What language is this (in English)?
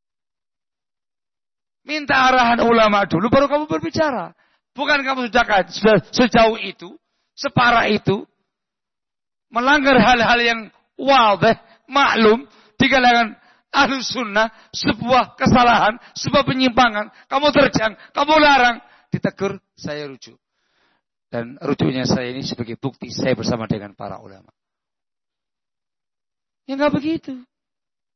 Indonesian